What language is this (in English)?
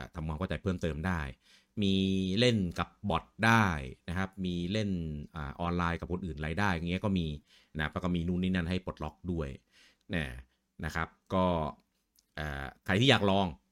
Thai